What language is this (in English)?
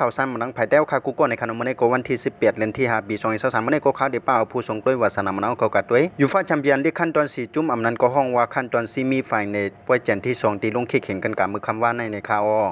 Shan